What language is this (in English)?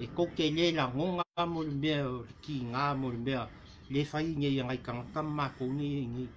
Samoan